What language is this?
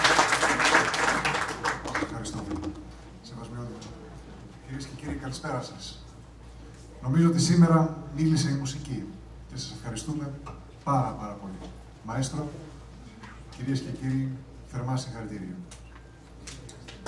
Greek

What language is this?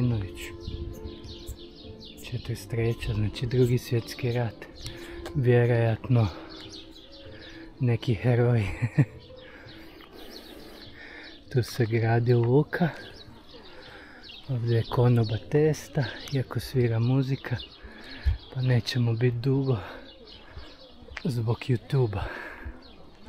Croatian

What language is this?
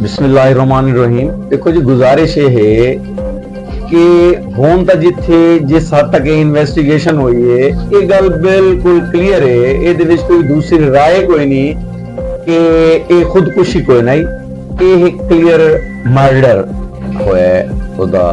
Saraiki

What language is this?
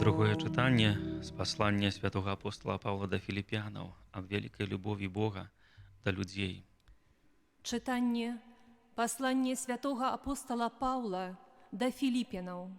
Belarusian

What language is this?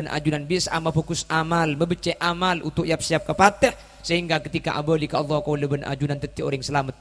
Madurese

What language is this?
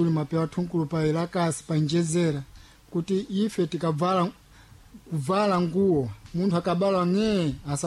Sena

